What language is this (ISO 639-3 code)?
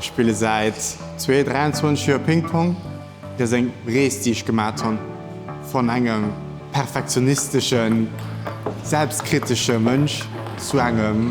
ltz